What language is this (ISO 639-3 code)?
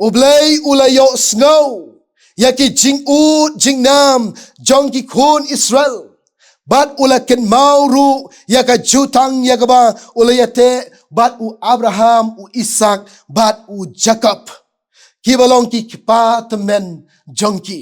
kha